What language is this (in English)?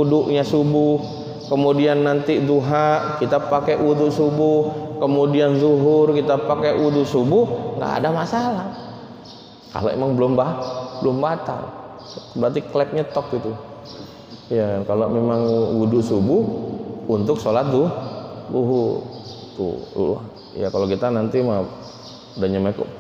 Indonesian